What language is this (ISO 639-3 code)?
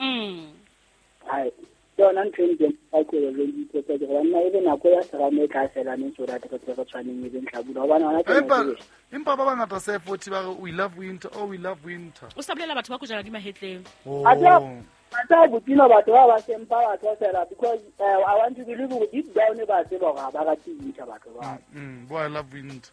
sot